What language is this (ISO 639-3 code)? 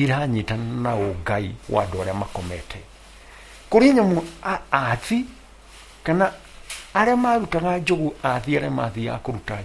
kik